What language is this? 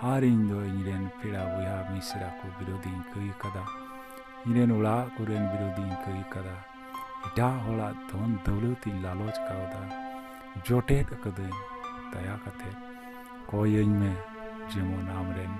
Santali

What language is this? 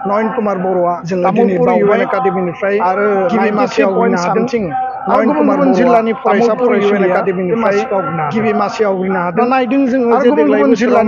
Bodo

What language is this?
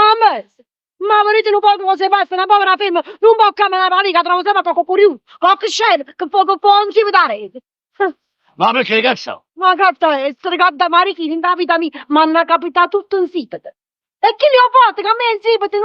Neapolitan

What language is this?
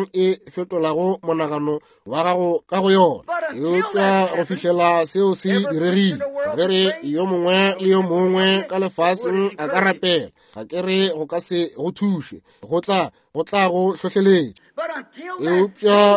Northern Sotho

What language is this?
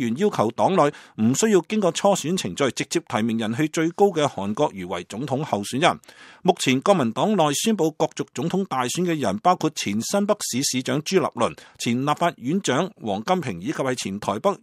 Cantonese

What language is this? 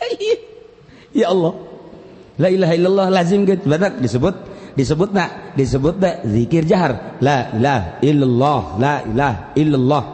Sundanese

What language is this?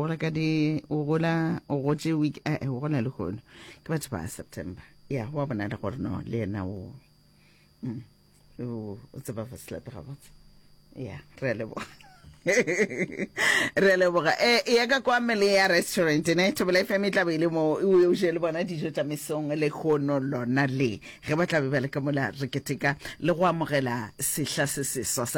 Northern Sotho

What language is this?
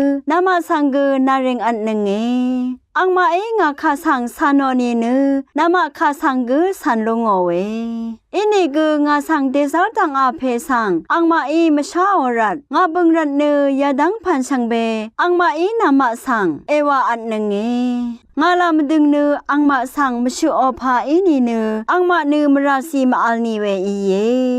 Rawang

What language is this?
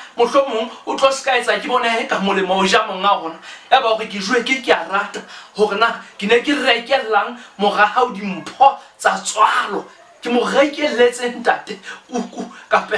Southern Sotho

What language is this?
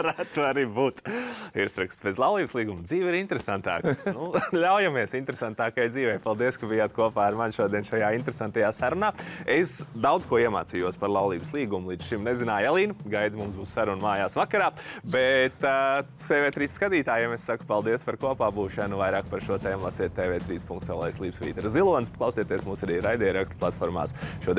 Latvian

